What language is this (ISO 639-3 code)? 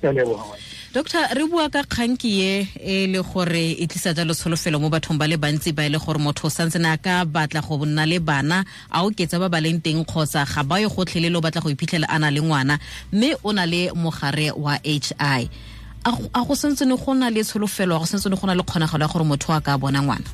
tsn